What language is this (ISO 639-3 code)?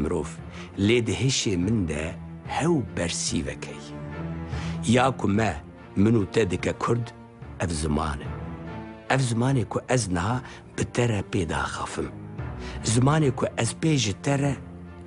kur